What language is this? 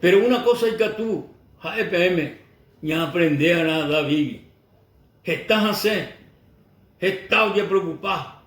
Guarani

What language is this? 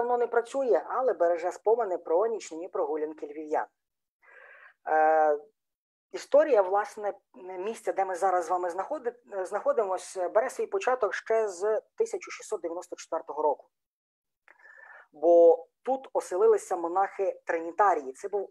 Ukrainian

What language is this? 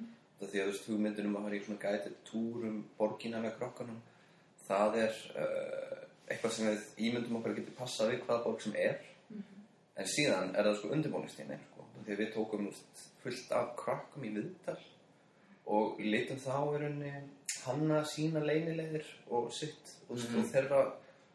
Icelandic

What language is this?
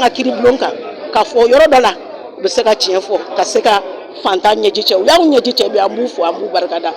Bambara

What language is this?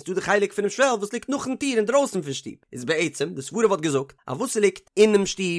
Yiddish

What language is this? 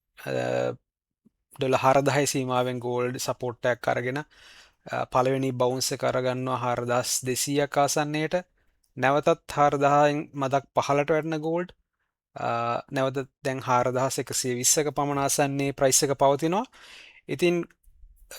Sinhala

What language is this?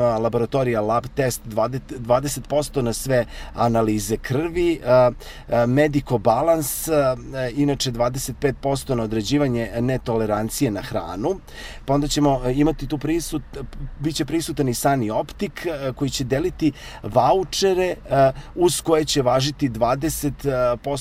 Serbian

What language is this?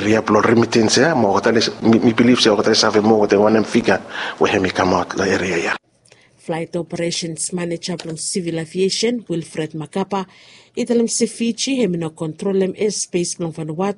Bislama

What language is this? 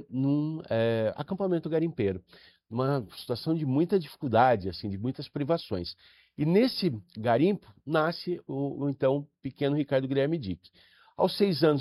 Portuguese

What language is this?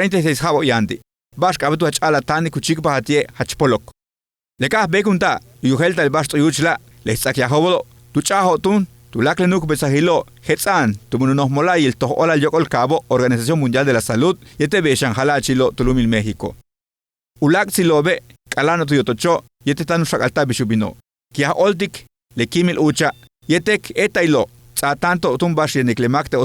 Yucateco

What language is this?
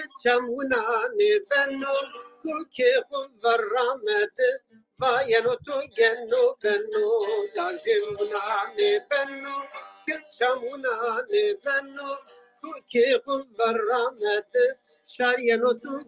Zaza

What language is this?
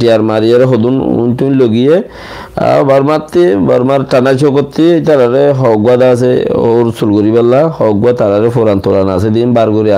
Rohingya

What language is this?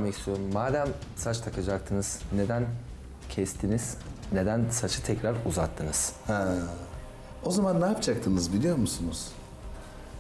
Turkish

